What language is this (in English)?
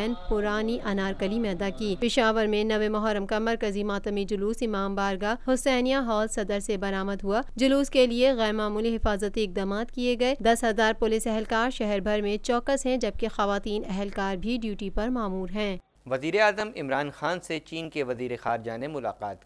Urdu